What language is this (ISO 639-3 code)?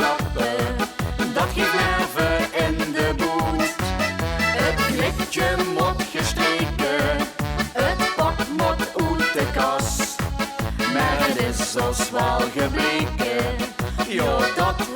lim